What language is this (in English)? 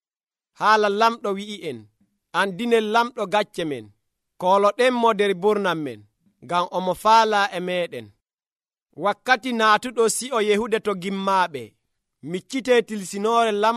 Nigerian Fulfulde